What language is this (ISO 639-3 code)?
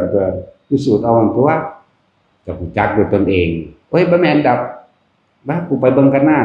tts